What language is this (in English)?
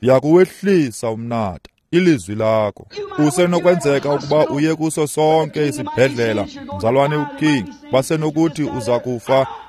Xhosa